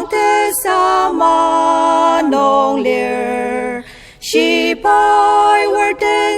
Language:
Ao Naga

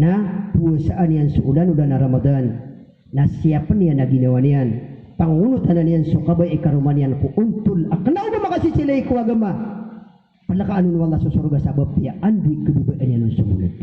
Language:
Maranao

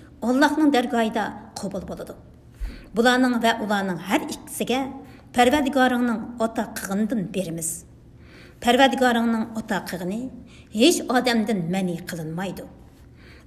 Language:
Uyghur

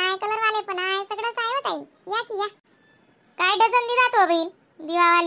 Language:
Khandesi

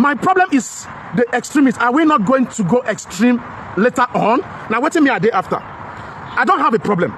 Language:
Nigerian Pidgin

